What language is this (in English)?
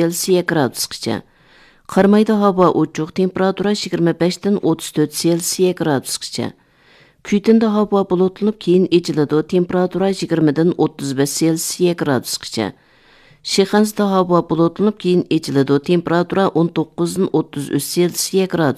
Uyghur